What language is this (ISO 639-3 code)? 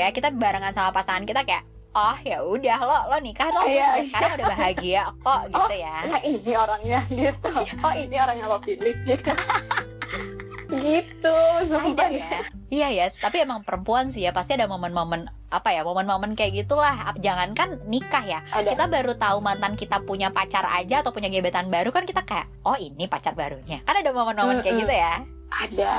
ind